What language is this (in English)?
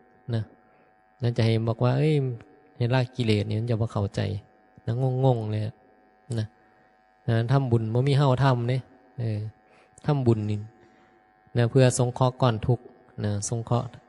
Northeastern Thai